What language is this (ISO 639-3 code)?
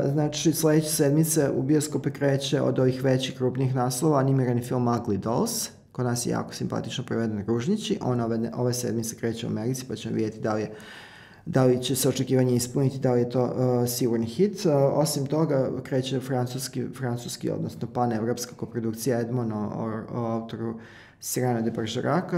srp